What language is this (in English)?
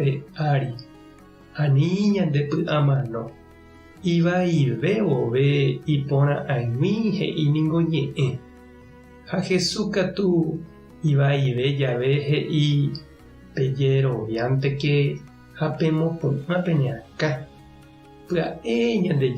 Guarani